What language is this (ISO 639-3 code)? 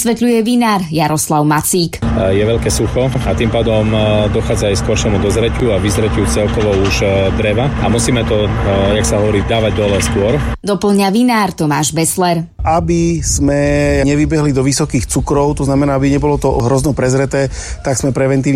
slk